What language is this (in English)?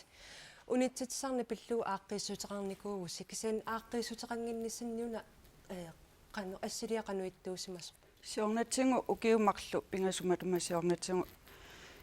Kalaallisut